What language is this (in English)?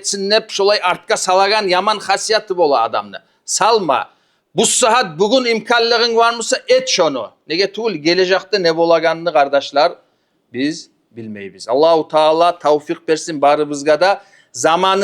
Kumyk